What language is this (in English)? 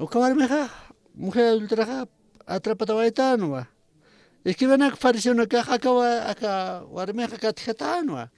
Aymara